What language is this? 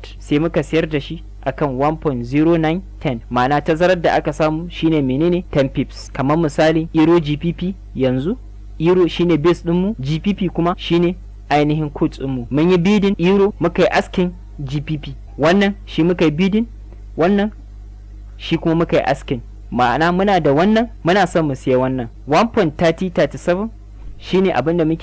Hausa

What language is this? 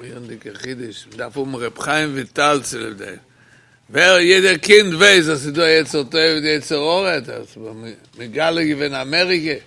Yiddish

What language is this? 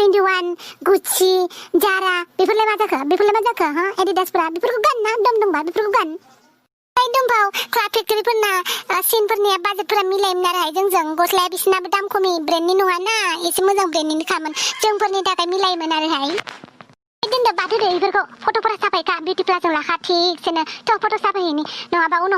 Bodo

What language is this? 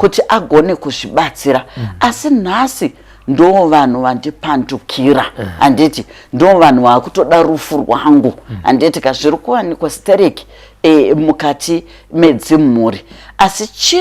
Shona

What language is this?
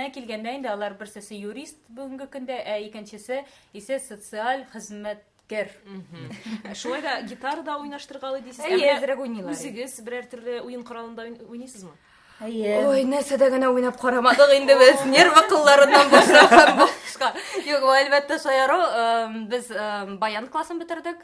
Tatar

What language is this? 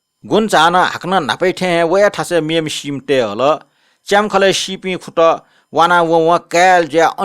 Newari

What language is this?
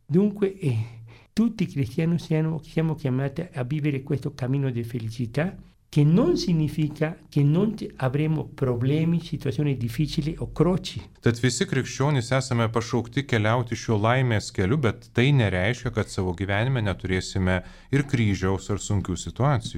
Lithuanian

